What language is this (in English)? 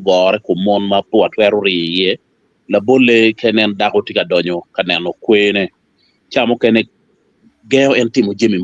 Acoli